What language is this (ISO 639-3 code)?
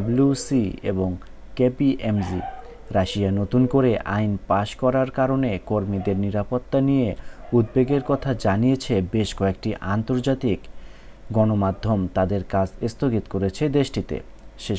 ben